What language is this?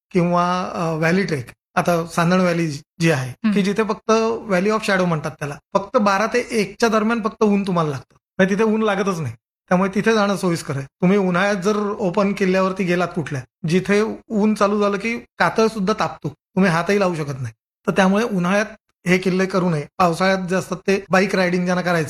Marathi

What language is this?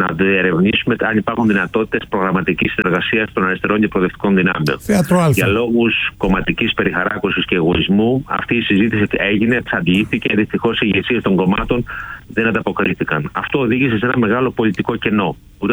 Greek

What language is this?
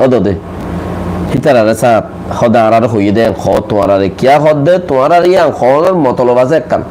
Rohingya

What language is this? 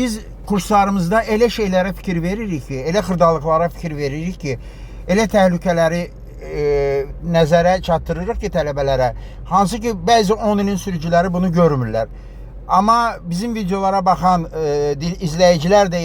Azerbaijani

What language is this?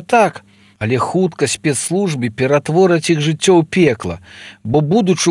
Belarusian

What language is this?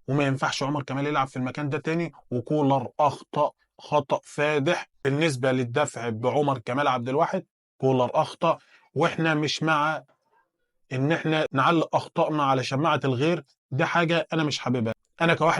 Egyptian Arabic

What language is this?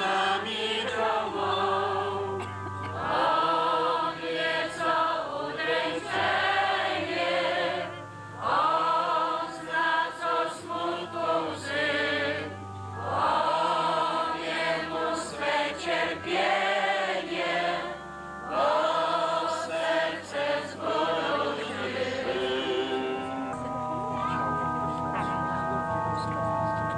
Polish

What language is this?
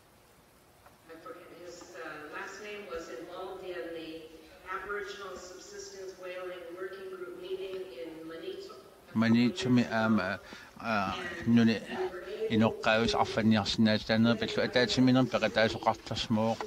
Kalaallisut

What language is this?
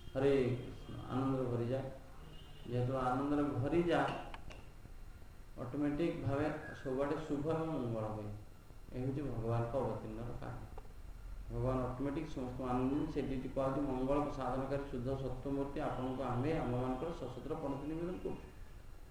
Odia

